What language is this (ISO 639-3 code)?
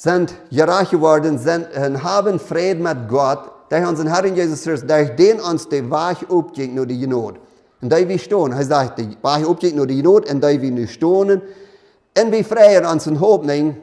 pdt